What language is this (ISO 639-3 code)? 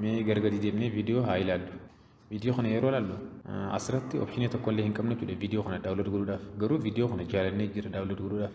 orm